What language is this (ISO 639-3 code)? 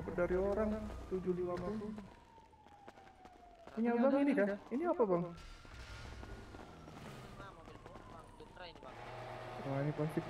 ind